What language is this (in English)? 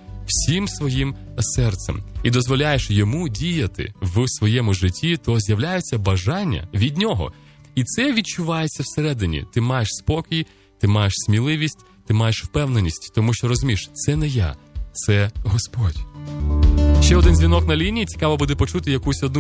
Ukrainian